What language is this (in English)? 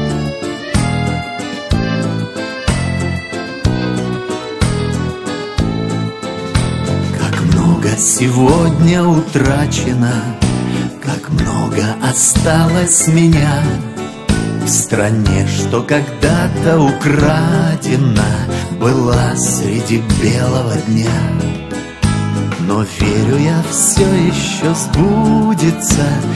Russian